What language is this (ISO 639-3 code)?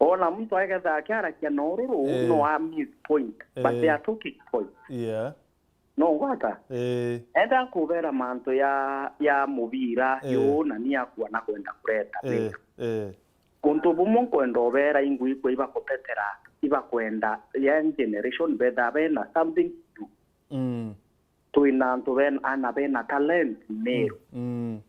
mer